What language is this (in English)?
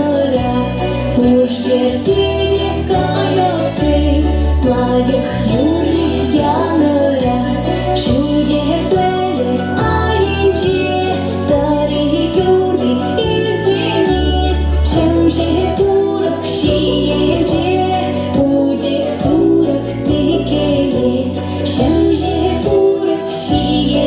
Chuvash